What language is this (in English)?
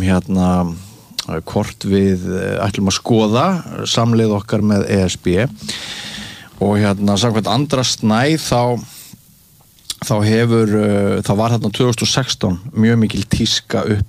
Icelandic